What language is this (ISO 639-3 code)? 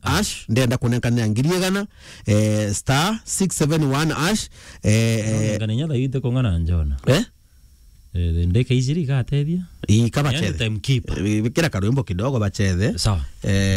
mer